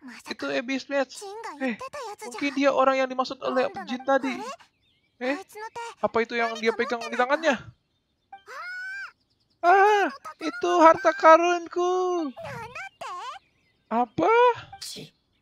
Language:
Indonesian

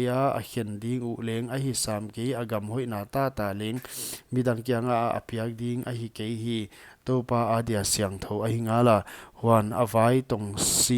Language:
Paite Chin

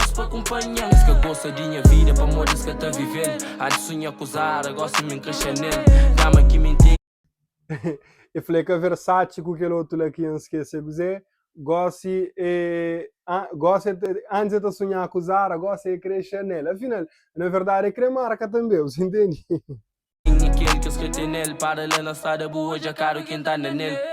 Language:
Kabuverdianu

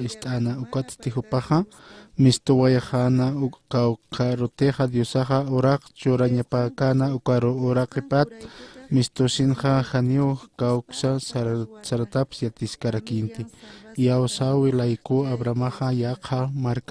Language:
Aymara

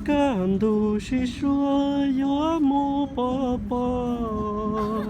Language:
Hmong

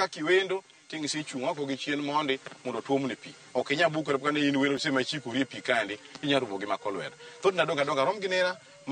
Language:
Luo (Kenya and Tanzania)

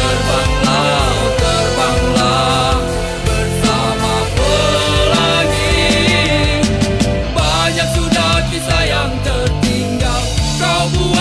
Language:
Indonesian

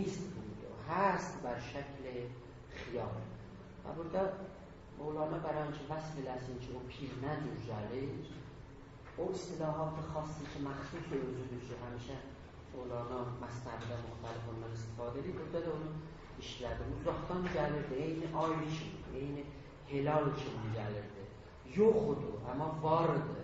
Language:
South Azerbaijani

